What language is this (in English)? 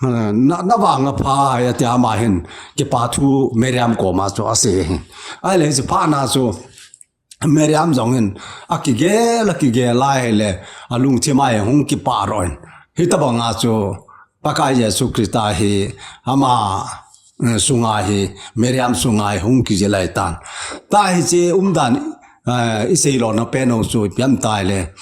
Thado Chin